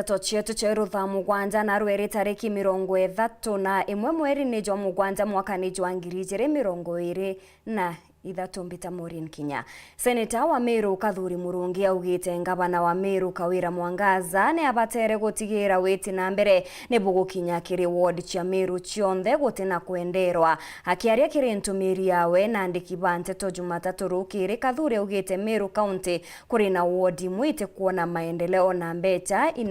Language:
Meru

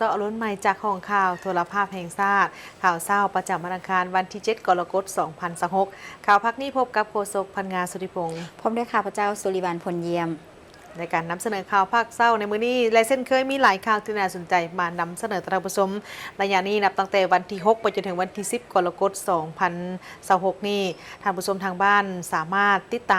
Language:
Lao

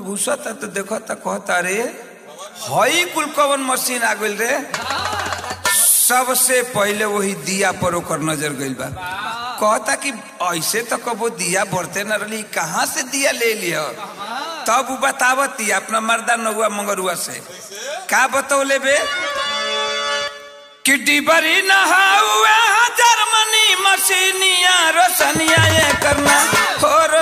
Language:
Bhojpuri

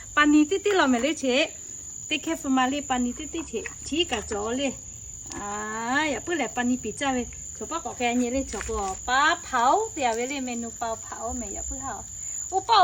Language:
Lahu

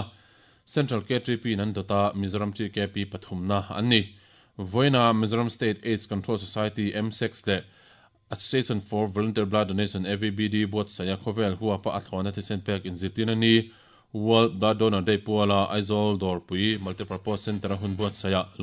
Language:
Mizo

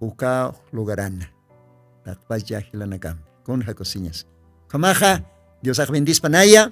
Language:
Aymara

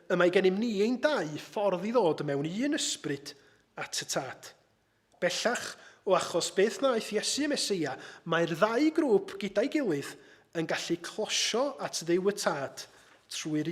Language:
Welsh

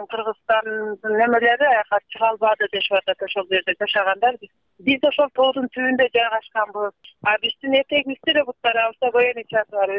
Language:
Kyrgyz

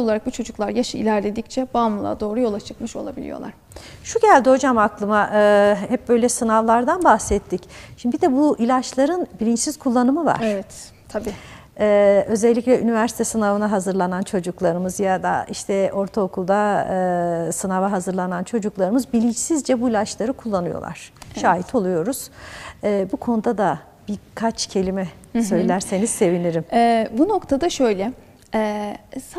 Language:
Turkish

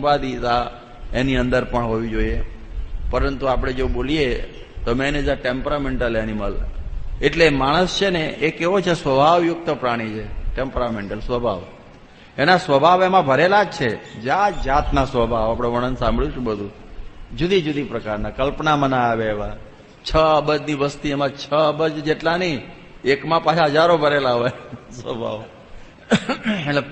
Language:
Gujarati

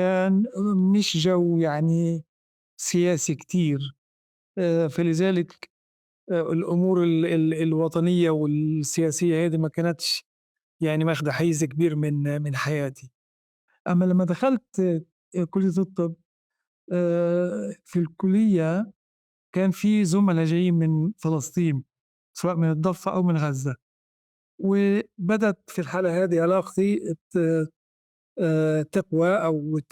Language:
North Levantine Arabic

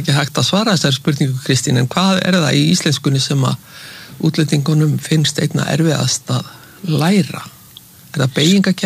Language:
Icelandic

